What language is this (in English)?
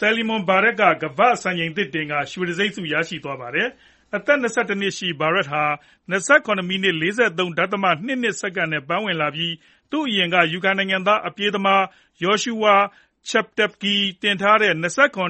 Burmese